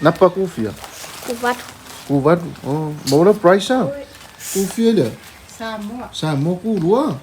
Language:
Samoan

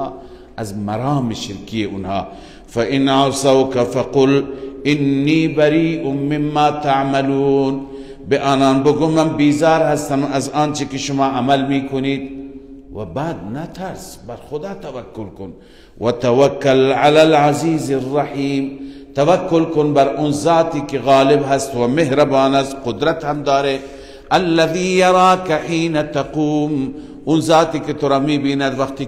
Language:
Persian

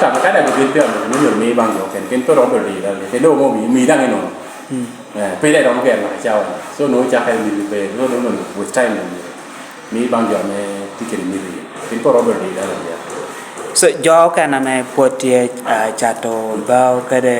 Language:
Lango (Uganda)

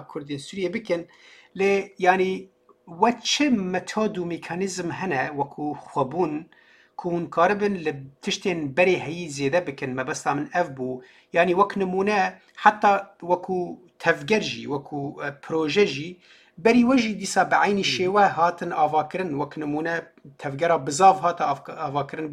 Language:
Kurdish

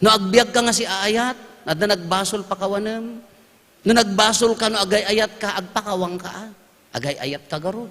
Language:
Iloko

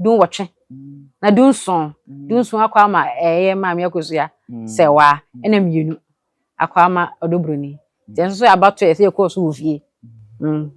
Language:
Akan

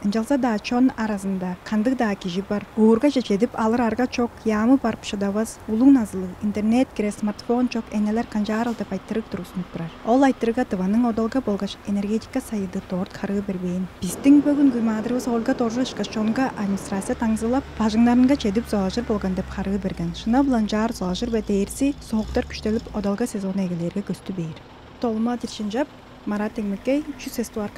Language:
Tuvinian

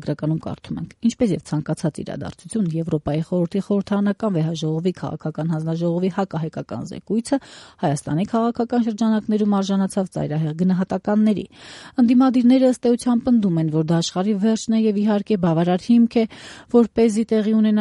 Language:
Armenian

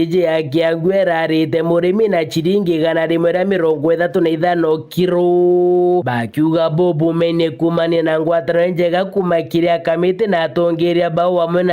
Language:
Meru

